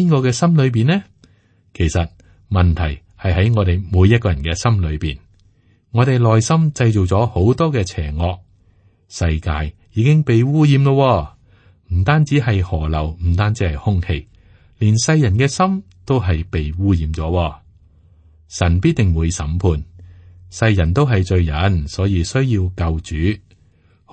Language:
Cantonese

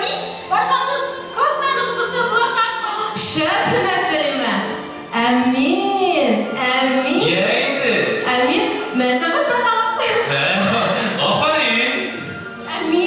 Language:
Bashkir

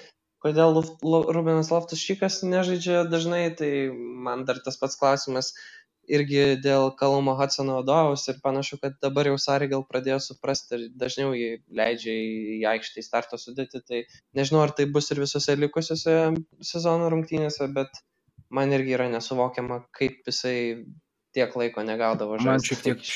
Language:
Lithuanian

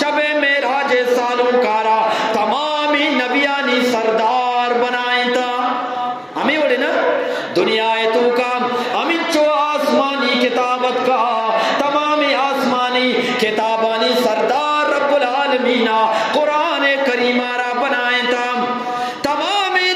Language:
Eastern Balochi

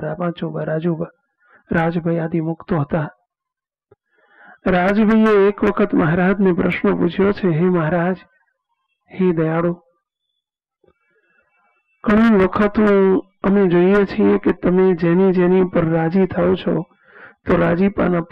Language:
Gujarati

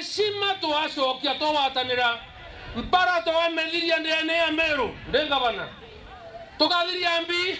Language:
Meru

